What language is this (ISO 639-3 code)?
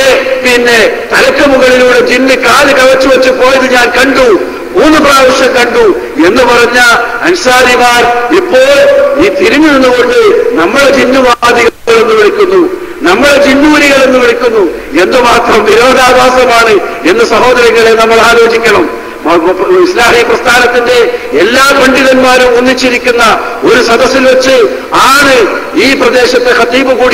mal